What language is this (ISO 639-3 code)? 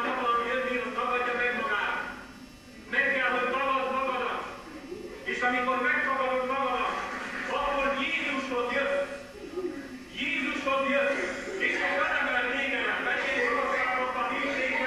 hun